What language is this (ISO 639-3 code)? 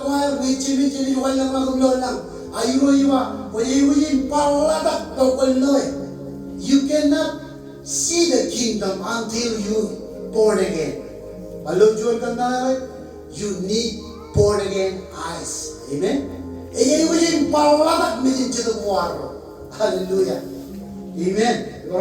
mah